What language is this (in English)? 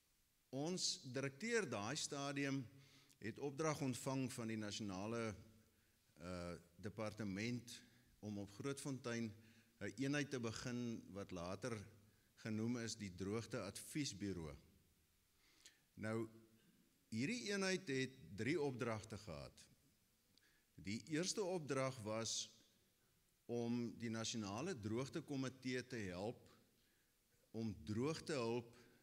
Afrikaans